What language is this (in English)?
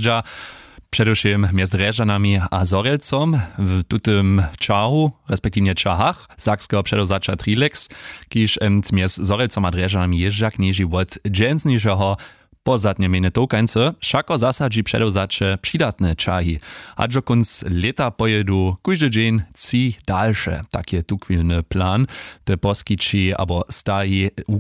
Upper Sorbian